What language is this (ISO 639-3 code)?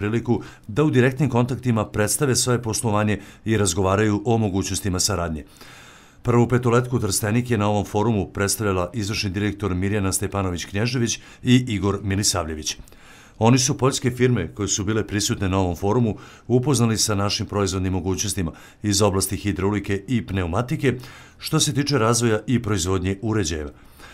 srp